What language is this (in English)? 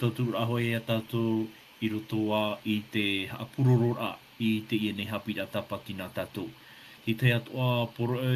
Tahitian